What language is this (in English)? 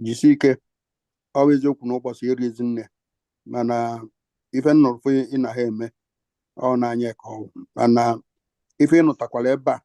Igbo